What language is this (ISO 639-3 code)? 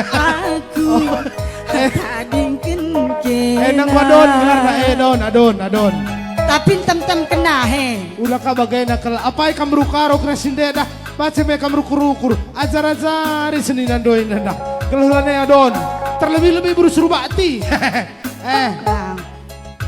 btx